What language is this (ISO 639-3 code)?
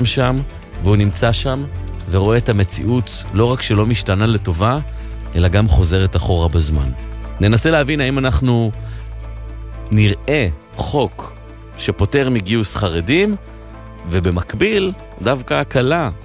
heb